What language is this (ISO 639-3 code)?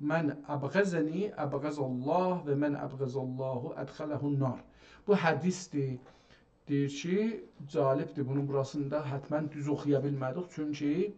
azb